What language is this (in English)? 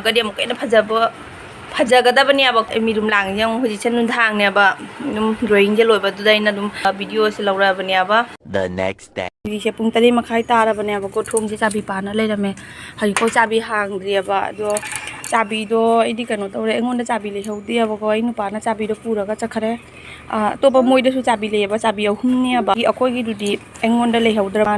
Manipuri